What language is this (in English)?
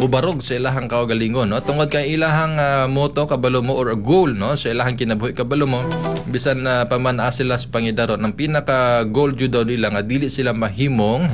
Cebuano